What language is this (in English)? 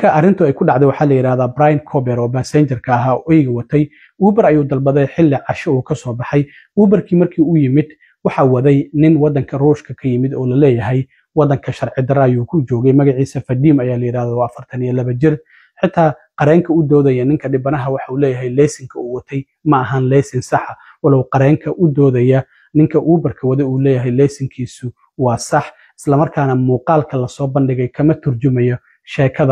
Somali